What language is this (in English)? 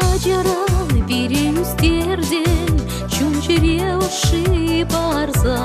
Chuvash